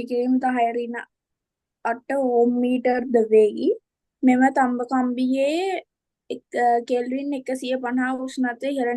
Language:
Sinhala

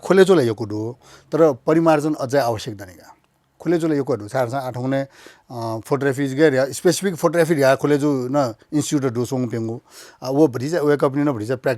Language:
Newari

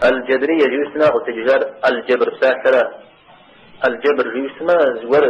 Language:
Kabardian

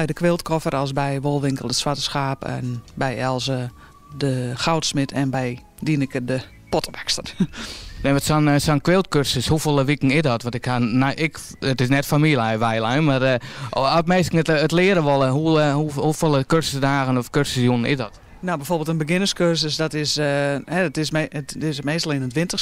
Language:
Western Frisian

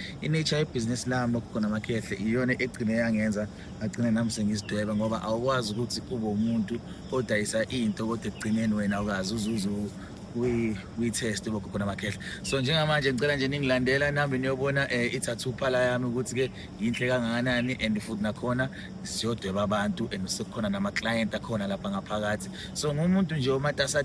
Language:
Zulu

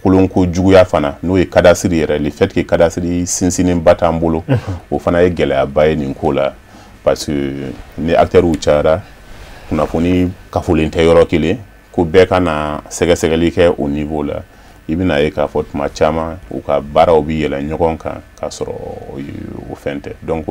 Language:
Bambara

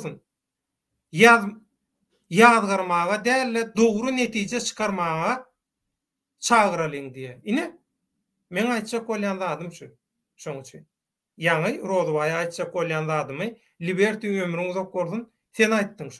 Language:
Turkmen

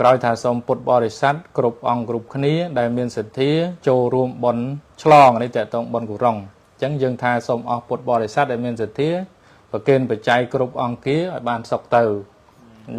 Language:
Khmer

